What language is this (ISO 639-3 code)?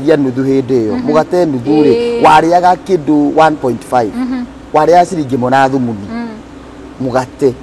kik